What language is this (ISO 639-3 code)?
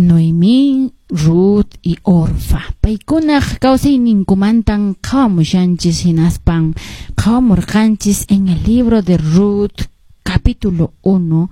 que